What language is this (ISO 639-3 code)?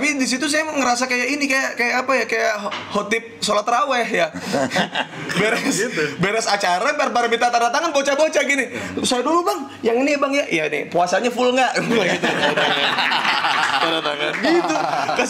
ind